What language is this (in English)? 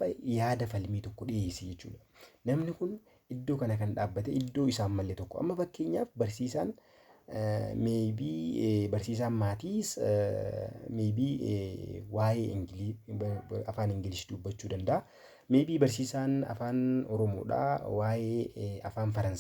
Oromo